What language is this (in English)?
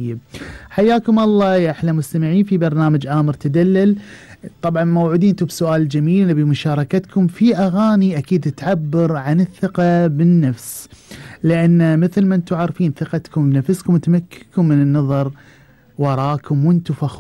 Gulf Arabic